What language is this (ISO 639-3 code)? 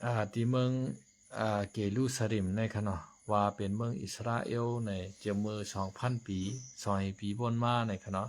shn